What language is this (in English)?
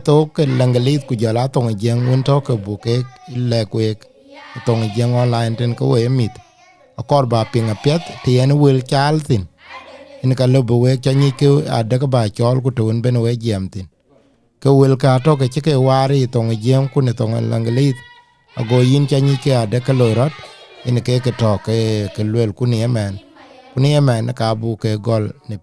Dinka